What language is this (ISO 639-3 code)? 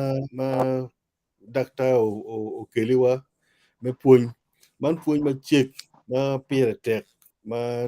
ach